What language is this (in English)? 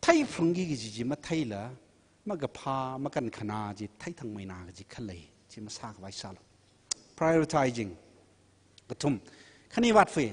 Tangkhul Naga (India)